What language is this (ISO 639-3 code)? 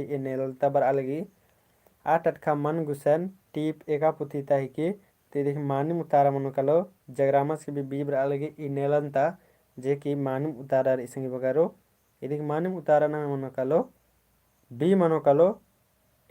kru